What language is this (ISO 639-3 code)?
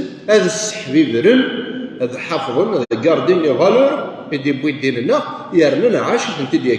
kab